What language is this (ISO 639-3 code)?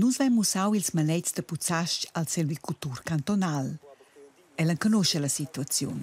roh